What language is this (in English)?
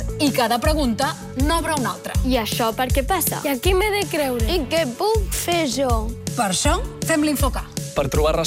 Catalan